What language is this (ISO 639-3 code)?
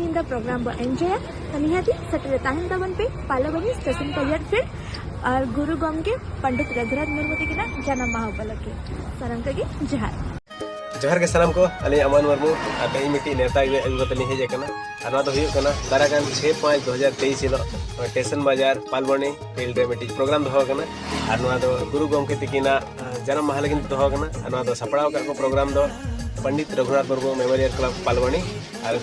sat